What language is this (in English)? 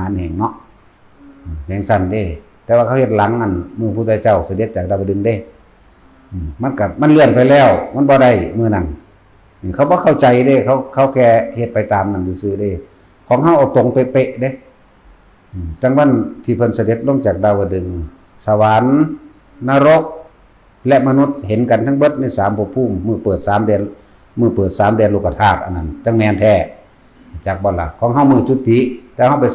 Northeastern Thai